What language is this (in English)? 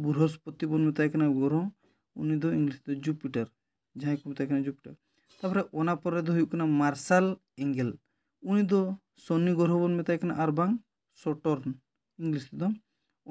Santali